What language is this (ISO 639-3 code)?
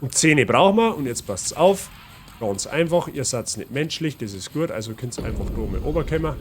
bar